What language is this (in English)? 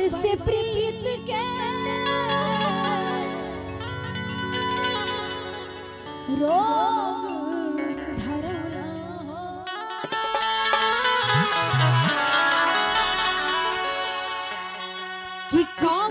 Bhojpuri